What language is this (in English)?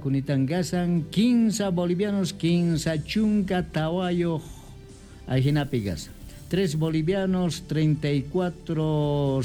South Bolivian Quechua